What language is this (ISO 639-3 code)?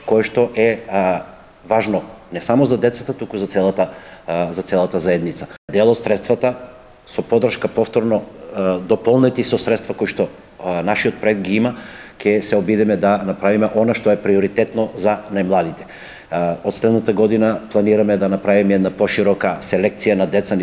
mkd